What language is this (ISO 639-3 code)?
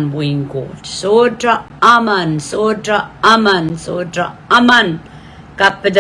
pon